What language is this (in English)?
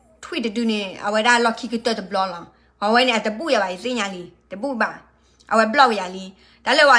S'gaw Karen